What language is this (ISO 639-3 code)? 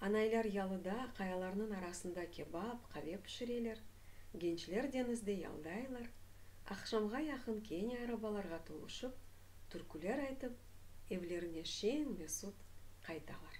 crh